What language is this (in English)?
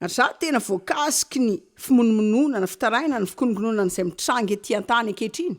Malagasy